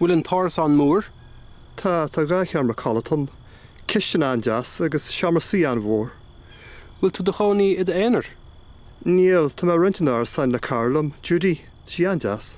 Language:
Irish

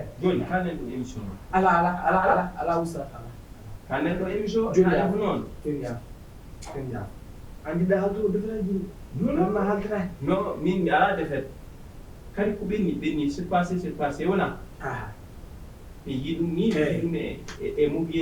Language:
Fula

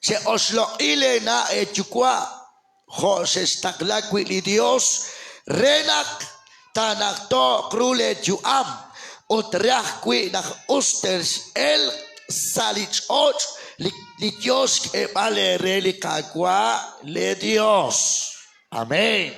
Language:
Kekchí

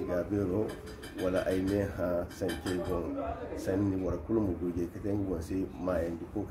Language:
Zarma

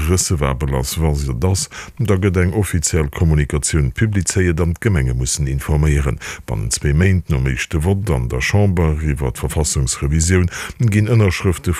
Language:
Luxembourgish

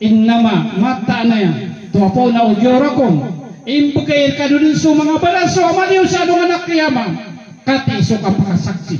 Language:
Maranao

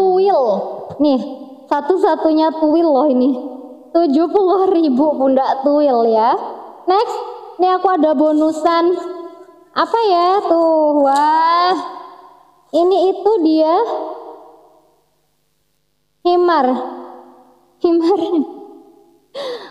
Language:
Indonesian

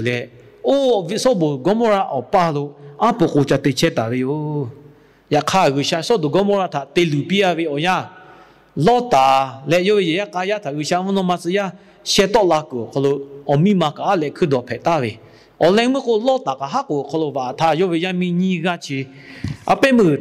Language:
Lahu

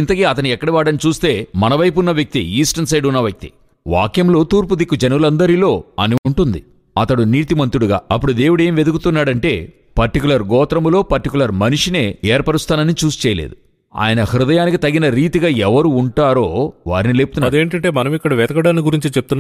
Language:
Telugu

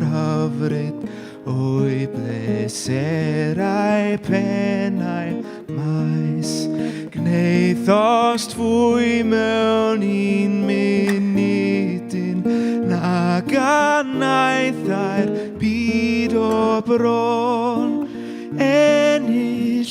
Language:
Welsh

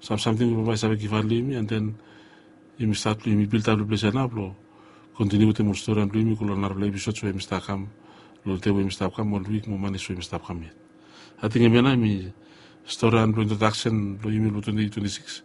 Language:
Bislama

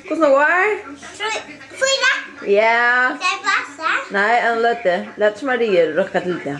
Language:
Faroese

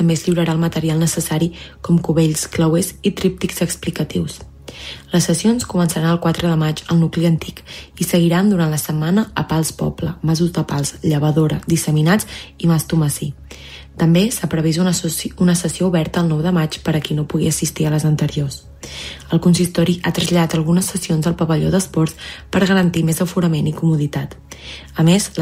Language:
Catalan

